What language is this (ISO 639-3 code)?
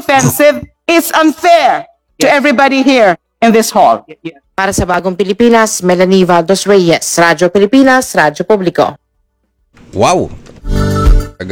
fil